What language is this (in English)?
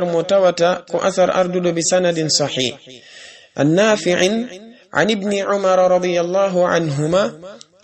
Fula